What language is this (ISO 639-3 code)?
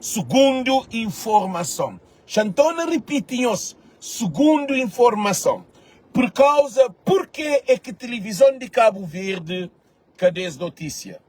kea